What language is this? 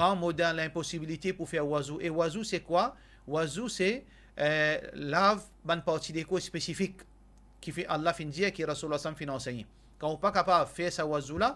Morisyen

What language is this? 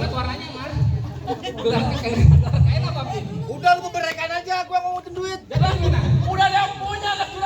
Betawi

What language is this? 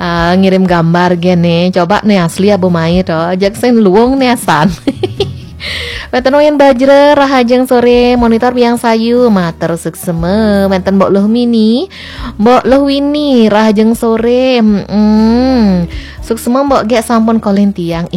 Balinese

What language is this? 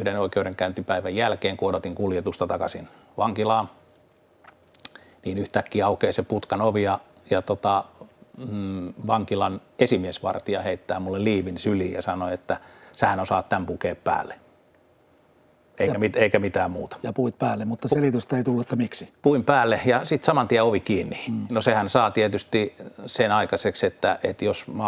Finnish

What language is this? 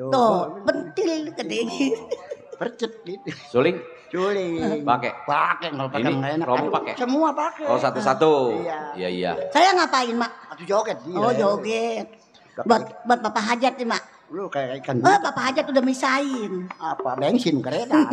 Betawi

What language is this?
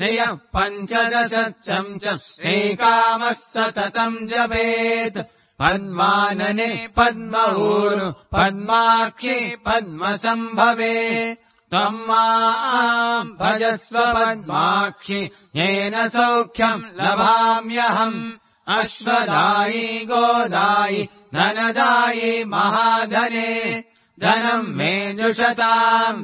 Sanskrit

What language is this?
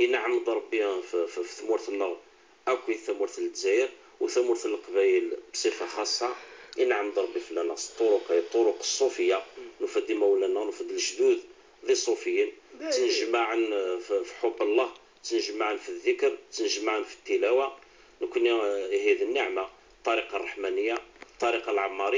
Kabyle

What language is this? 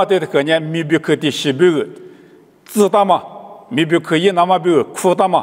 Lisu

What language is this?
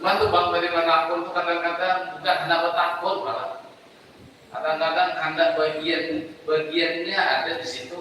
Banjar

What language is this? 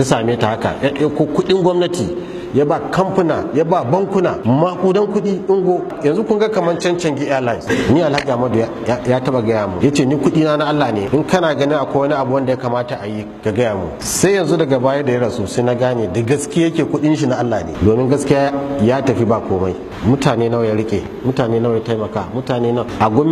Hausa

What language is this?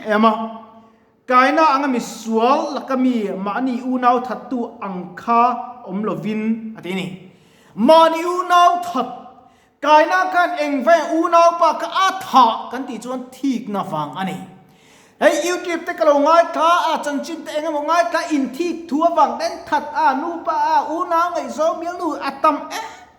Mizo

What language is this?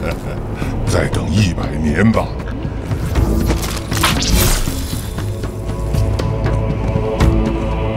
Chinese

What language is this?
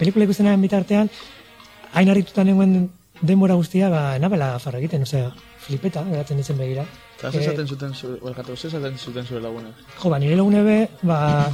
Basque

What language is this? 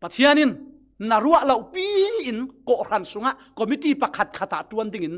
Falam Chin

